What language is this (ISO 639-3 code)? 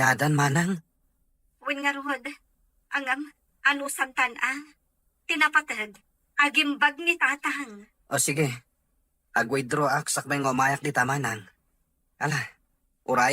ilo